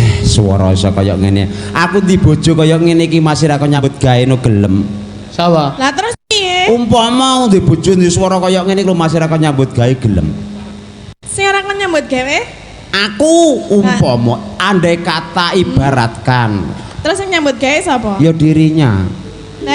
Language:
Javanese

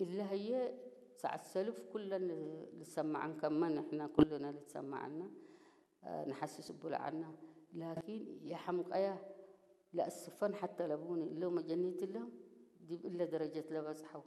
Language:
Tigrinya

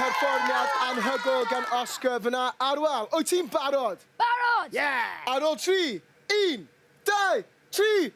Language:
Welsh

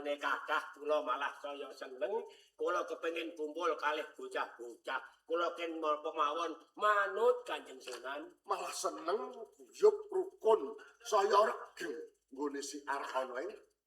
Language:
Javanese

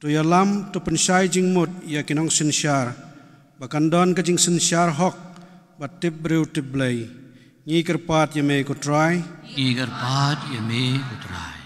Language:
Khasi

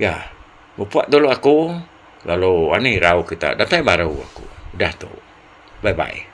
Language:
Iban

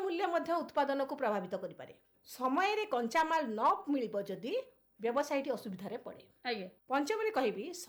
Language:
Odia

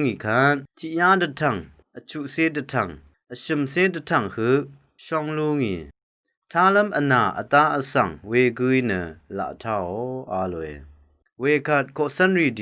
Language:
Rawang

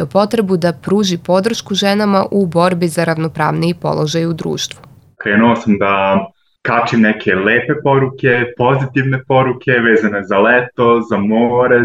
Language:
Serbian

